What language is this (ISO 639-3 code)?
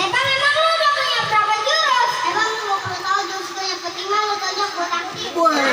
bew